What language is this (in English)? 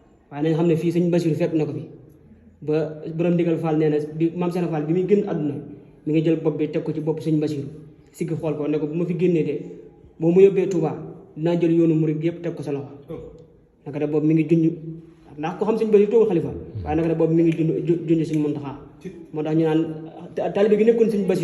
Wolof